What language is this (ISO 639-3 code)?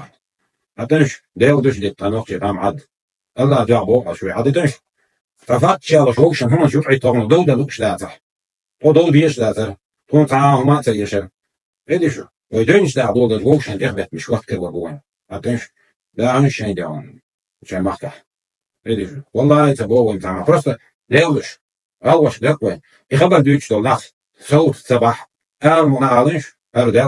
che